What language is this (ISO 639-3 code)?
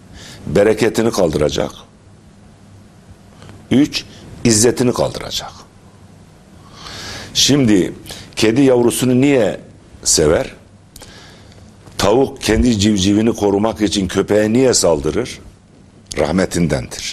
tur